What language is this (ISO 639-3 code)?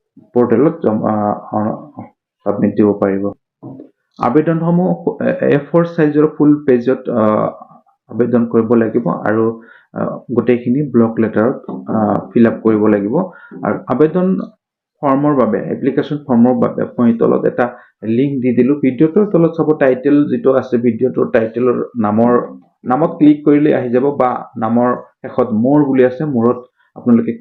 asm